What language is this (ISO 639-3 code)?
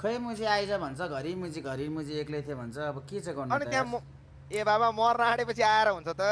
nep